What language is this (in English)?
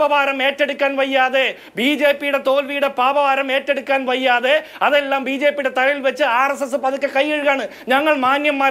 Malayalam